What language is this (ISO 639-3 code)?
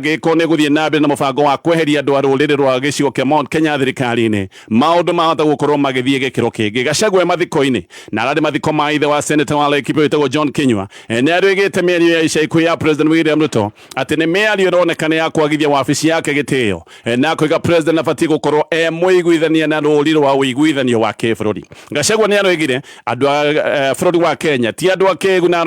kik